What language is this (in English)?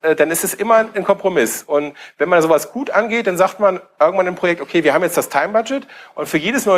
German